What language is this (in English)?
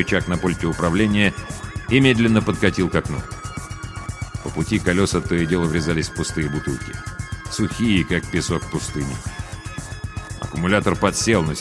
Russian